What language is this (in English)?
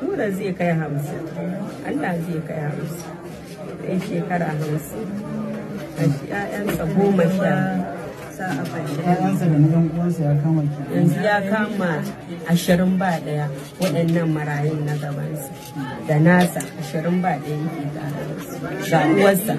Hausa